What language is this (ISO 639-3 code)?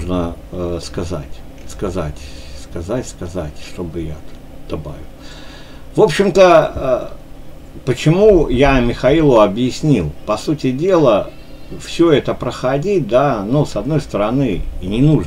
rus